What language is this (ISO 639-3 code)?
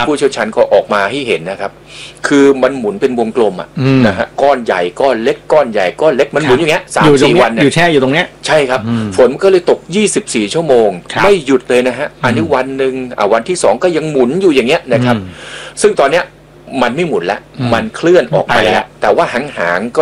tha